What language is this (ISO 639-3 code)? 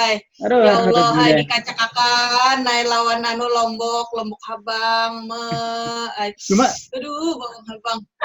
bjn